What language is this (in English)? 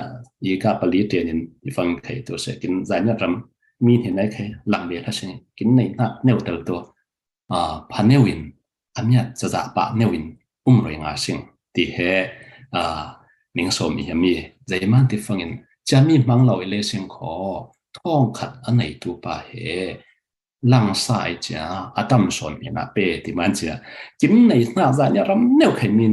Falam Chin